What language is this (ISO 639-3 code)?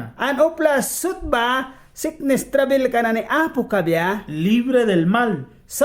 miq